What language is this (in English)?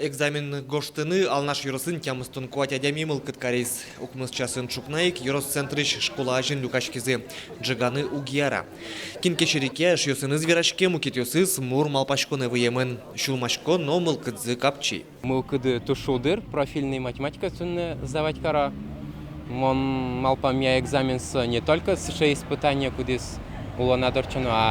Udmurt